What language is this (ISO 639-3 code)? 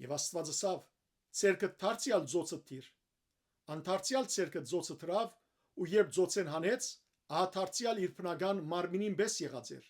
hyw